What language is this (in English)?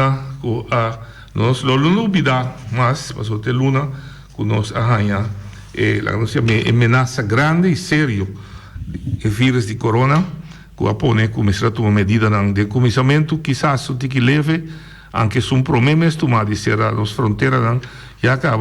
Papiamento